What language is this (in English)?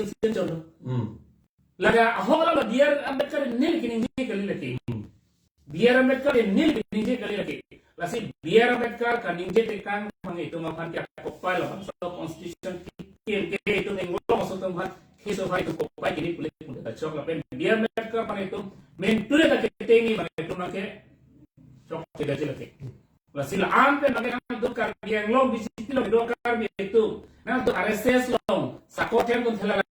Karbi